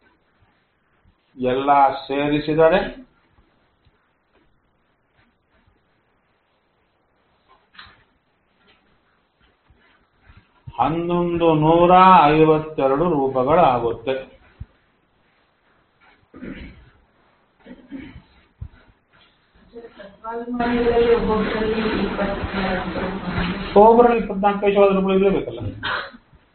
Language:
Kannada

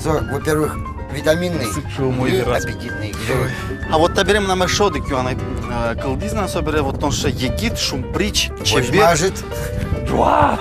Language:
Udmurt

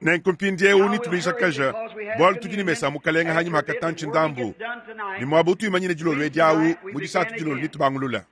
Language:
Luba-Lulua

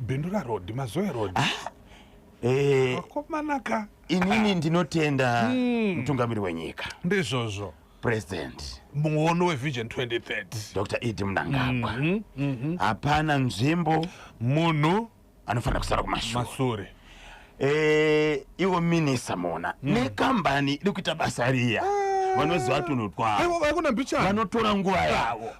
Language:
Shona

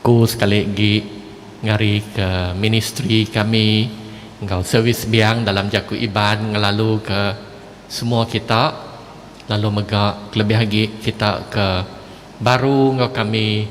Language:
Iban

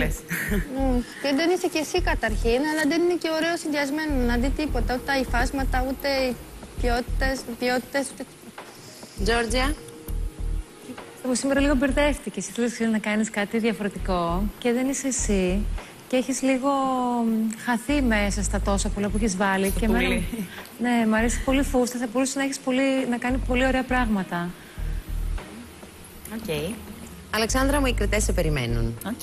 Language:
Greek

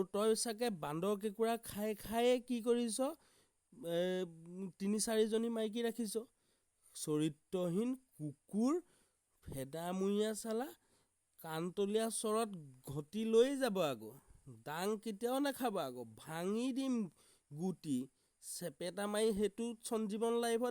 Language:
Assamese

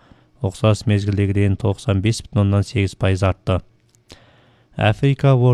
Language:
Kazakh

